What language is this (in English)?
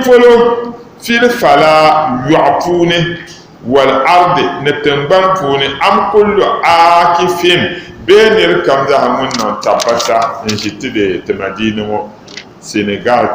Dagbani